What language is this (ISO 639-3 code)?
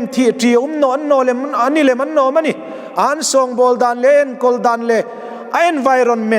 hmr